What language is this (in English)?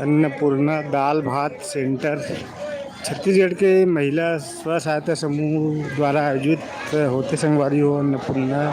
Chhattisgarhi